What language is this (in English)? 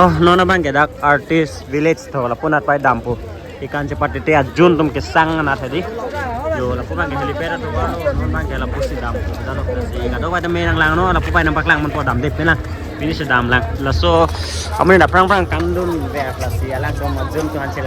Karbi